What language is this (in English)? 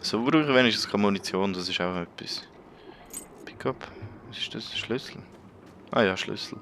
Swiss German